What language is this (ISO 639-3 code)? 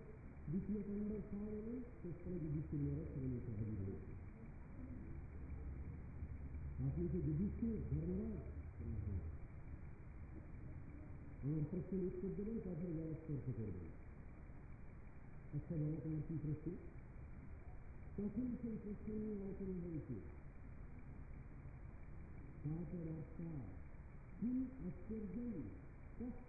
ben